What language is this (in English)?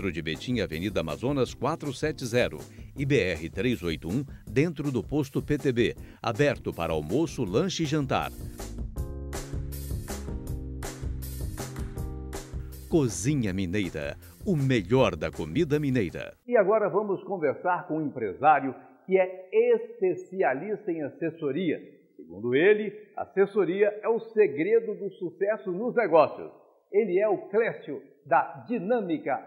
Portuguese